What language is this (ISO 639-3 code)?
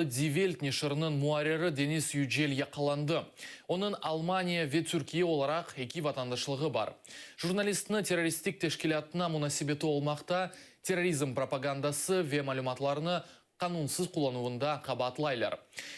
crh